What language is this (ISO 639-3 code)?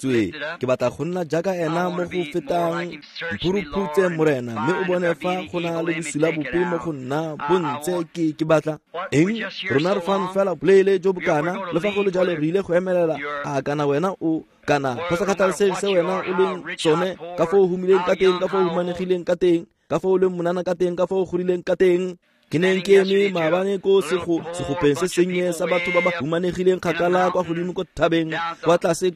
tsn